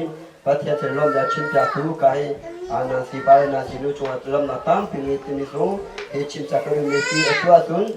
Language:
Hakha Chin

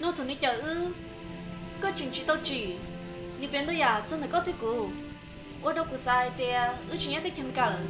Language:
Hmong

